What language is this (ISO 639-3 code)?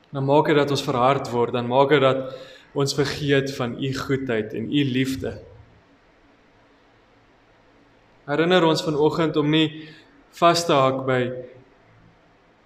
afr